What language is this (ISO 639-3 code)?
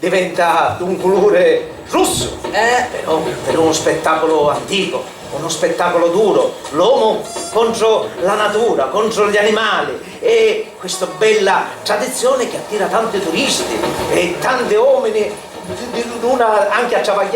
scn